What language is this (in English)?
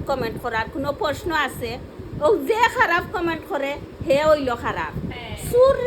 Sylheti